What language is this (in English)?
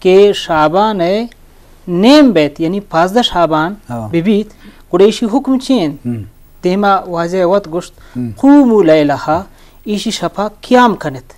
Eastern Balochi